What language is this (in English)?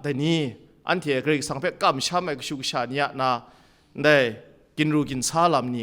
Kachin